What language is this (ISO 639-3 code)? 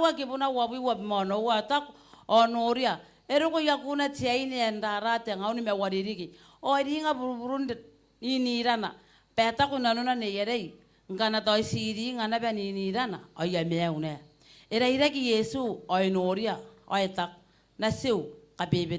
gil